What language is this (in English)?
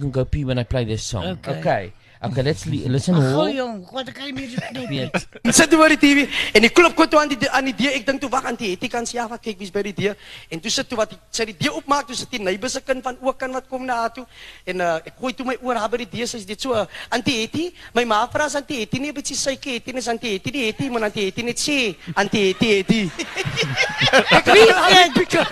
Afrikaans